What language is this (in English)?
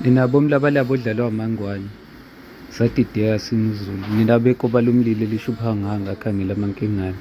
Zulu